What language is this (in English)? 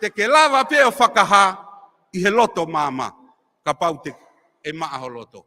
Tongan